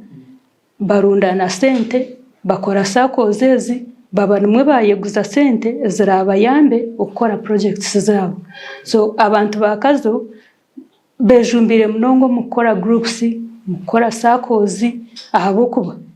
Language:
Nyankole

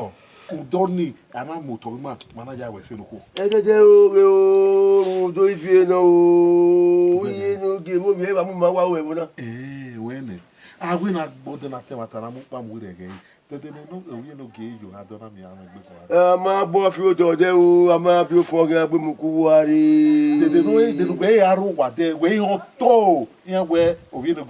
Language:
Bini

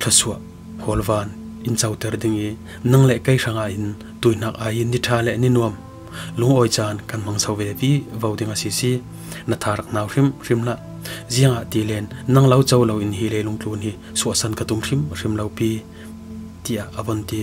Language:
Falam Chin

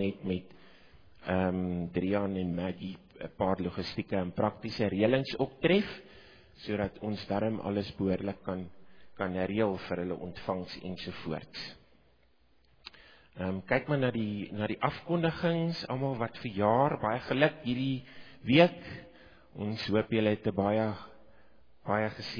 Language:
Afrikaans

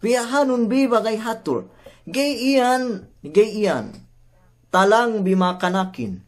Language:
Yakan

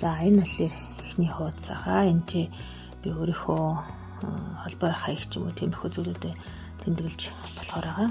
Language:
Mongolian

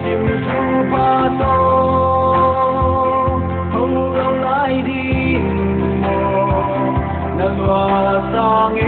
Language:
Paite Chin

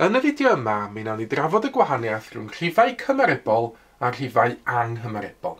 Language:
Welsh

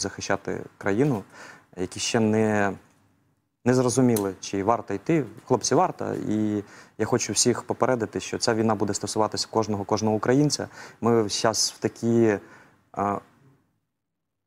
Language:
Ukrainian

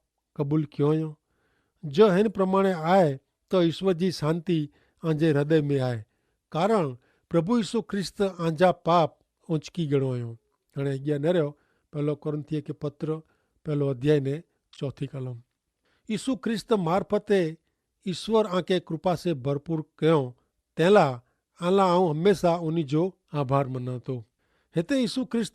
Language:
Kachhi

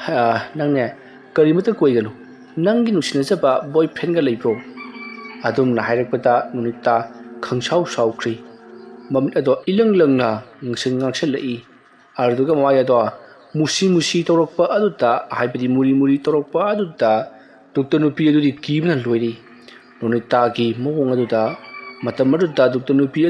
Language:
Manipuri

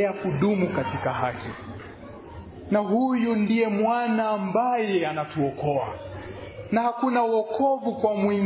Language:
Swahili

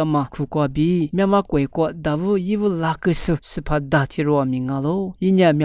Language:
Lisu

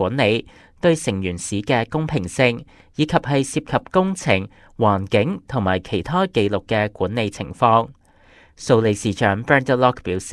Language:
Cantonese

